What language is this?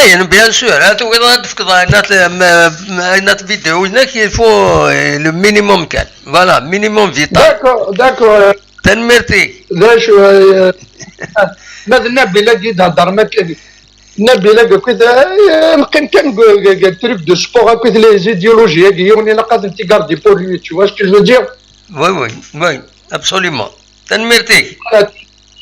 Kabyle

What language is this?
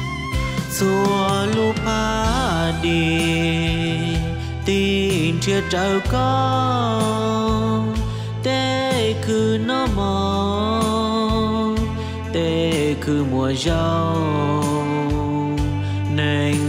Vietnamese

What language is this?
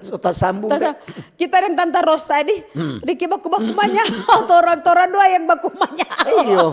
Manado Malay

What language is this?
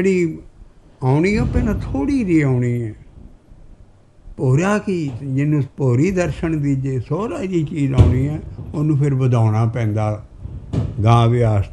Punjabi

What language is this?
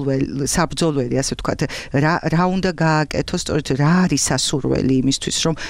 Georgian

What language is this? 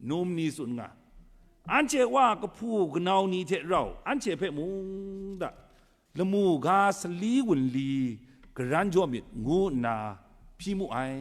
Kachin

